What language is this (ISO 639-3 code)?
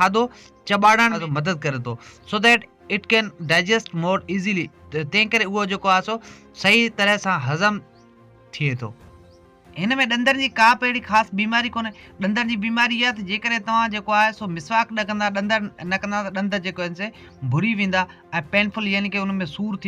snd